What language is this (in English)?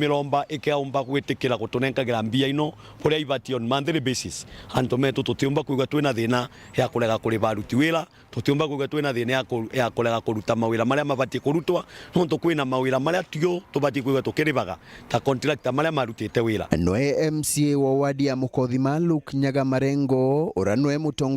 Meru